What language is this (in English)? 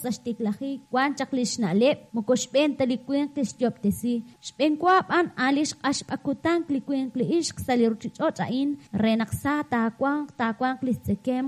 Kekchí